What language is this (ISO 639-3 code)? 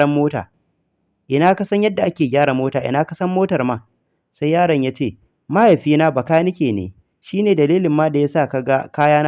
hau